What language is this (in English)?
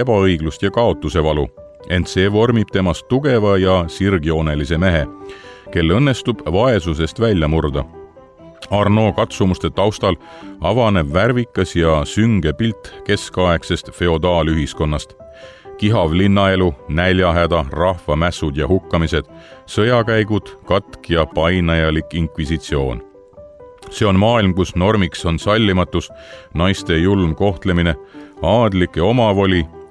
Estonian